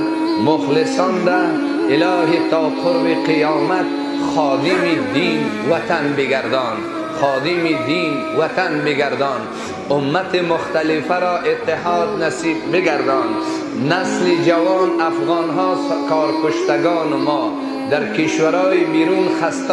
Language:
Persian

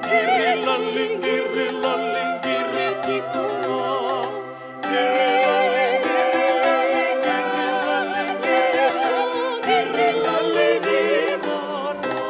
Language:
Fijian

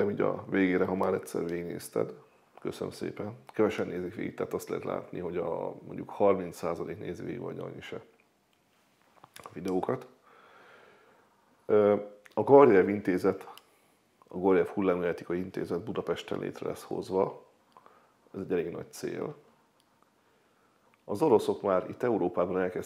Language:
Hungarian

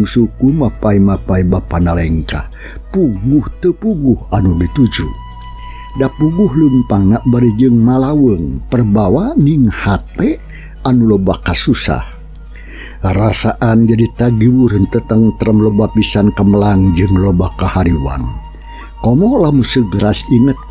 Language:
Sundanese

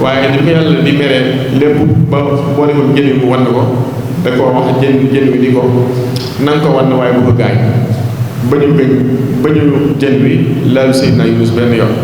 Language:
Wolof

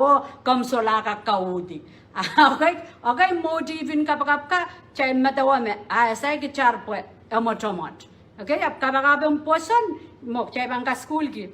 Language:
Pohnpeian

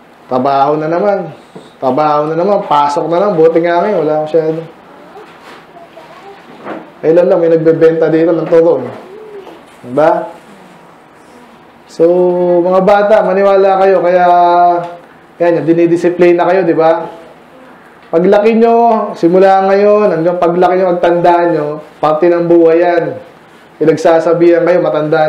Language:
Filipino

